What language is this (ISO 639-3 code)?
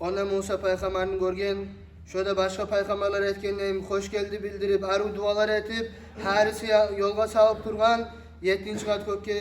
kum